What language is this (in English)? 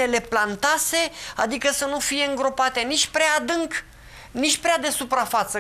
Romanian